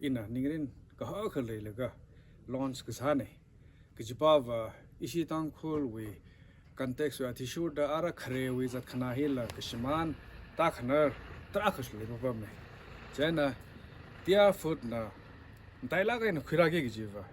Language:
Tangkhul Naga (India)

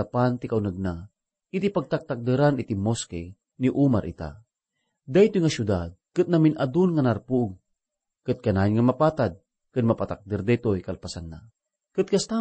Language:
Iloko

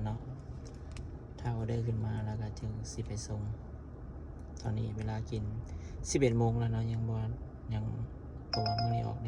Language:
Lao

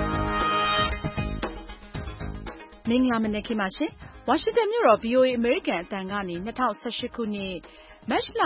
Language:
Burmese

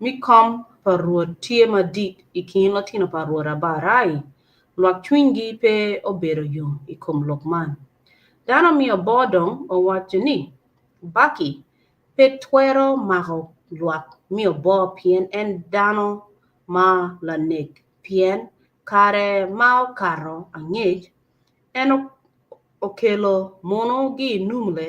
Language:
Acoli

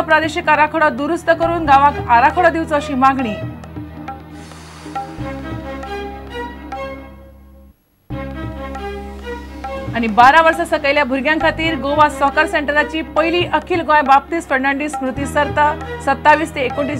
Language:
Konkani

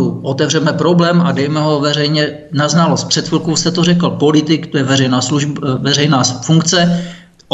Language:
Czech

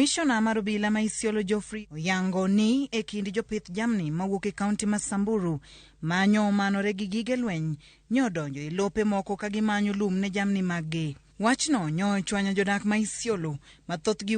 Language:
Luo (Kenya and Tanzania)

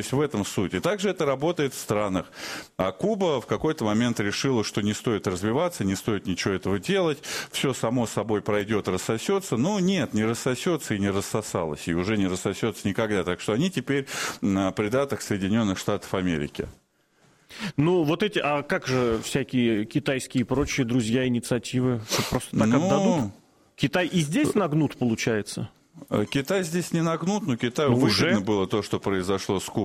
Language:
Russian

